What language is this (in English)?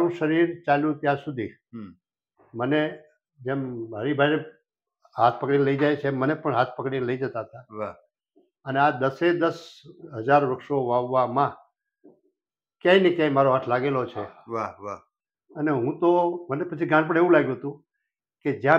Gujarati